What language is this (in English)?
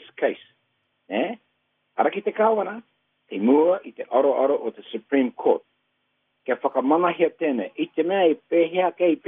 Māori